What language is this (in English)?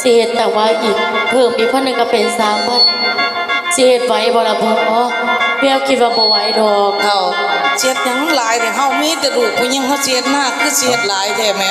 Northeastern Thai